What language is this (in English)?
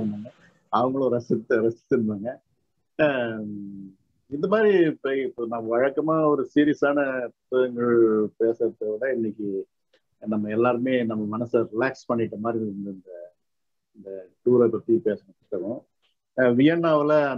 Tamil